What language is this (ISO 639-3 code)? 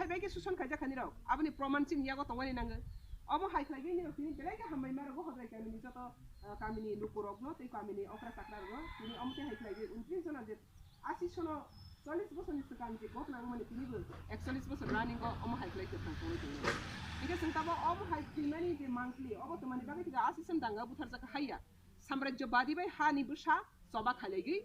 trp